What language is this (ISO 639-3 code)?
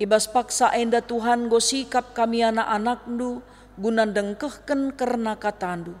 btx